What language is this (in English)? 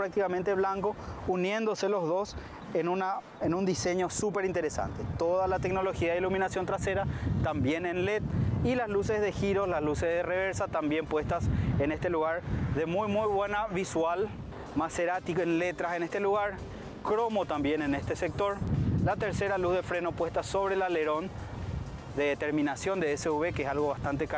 Spanish